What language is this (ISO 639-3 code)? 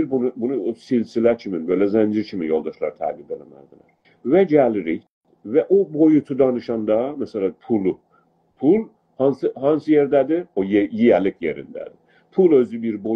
azb